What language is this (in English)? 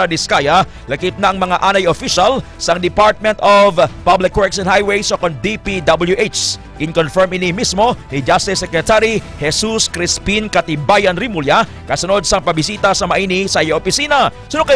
Hiligaynon